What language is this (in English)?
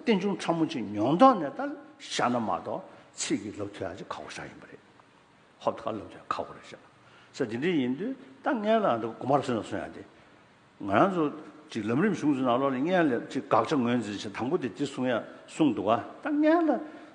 Tibetan